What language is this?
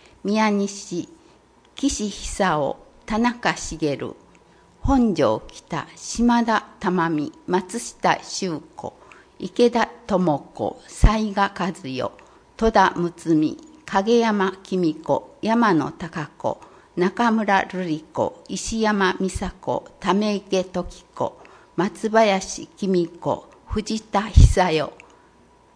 Japanese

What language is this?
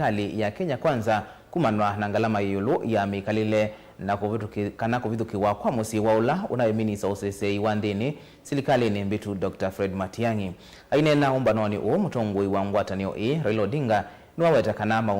Kamba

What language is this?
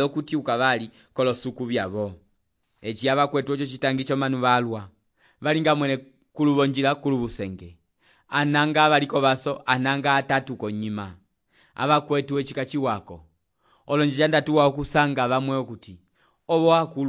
Umbundu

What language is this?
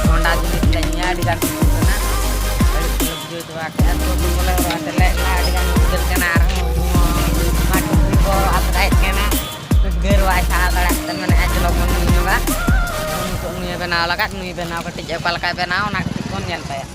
Santali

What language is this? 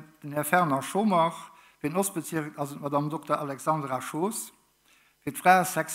Luxembourgish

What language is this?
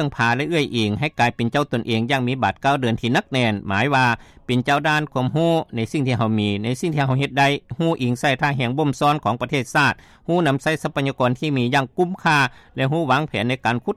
Lao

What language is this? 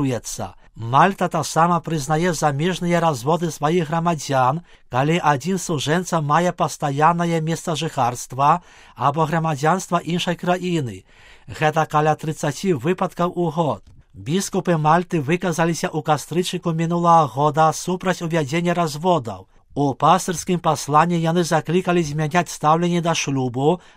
Belarusian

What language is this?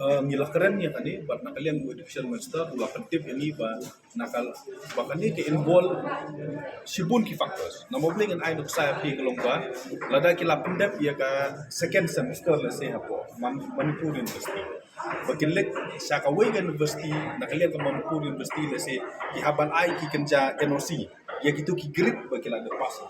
Khasi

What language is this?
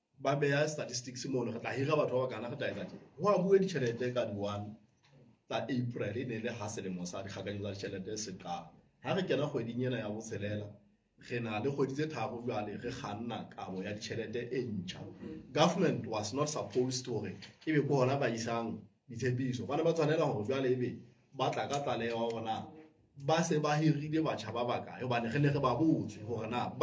Southern Sotho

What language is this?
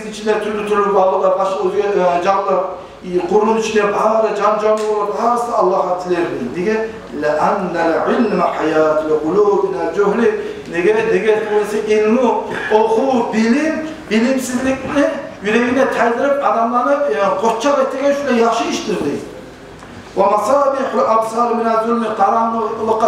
Kumyk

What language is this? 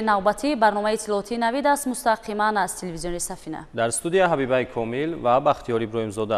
Tajik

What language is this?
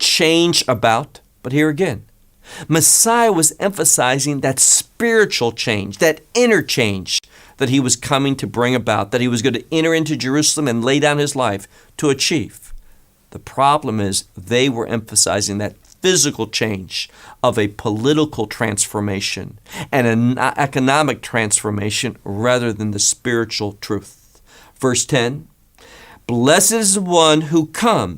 English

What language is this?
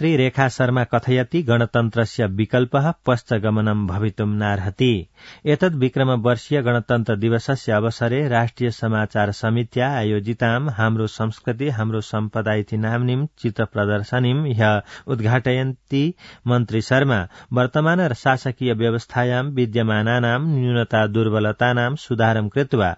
Sanskrit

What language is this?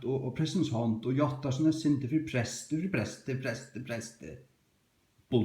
Faroese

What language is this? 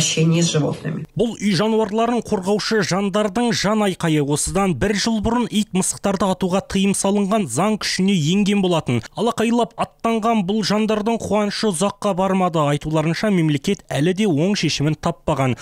Kazakh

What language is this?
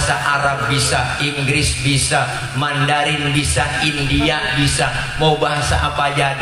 Betawi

